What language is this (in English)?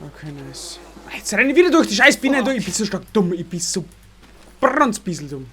Bavarian